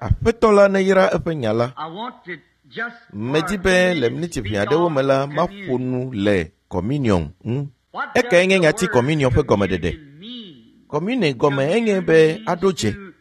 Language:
Ewe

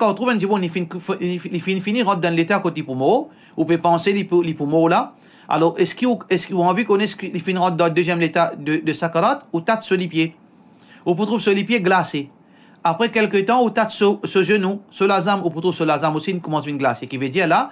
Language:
Morisyen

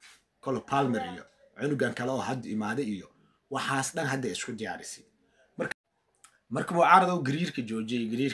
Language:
Somali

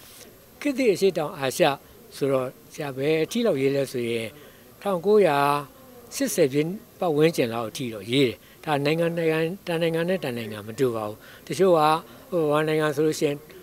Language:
Burmese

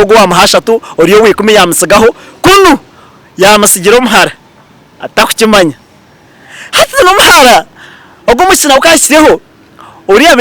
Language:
Nyankole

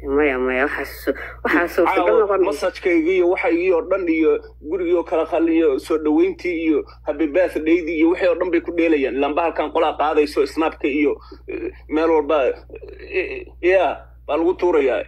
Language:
Somali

